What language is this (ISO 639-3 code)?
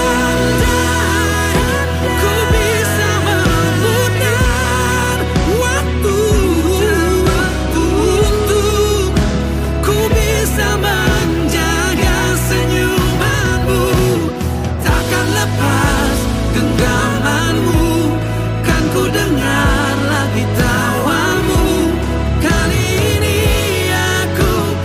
ind